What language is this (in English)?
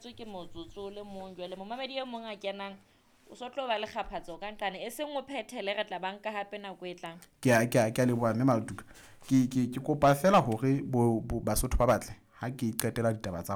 Southern Sotho